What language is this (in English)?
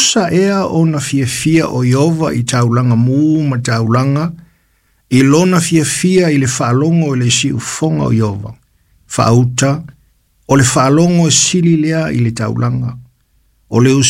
Samoan